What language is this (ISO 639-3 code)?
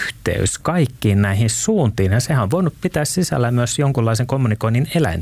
fin